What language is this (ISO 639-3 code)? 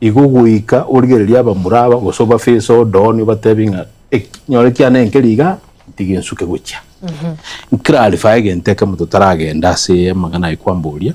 guz